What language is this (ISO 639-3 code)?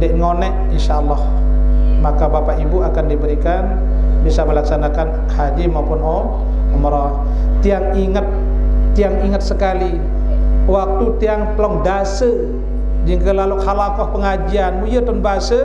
sas